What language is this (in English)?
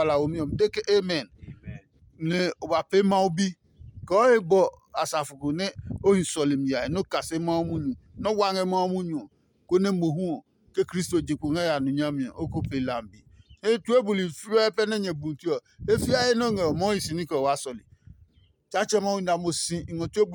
Adangme